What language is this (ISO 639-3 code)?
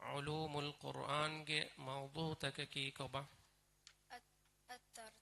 div